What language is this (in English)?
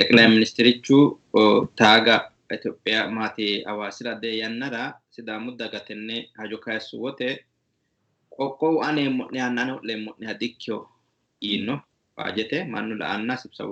Sidamo